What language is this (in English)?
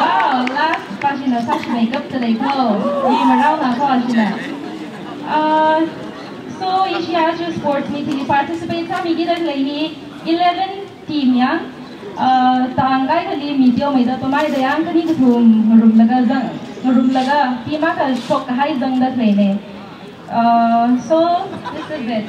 Tangkhul Naga (India)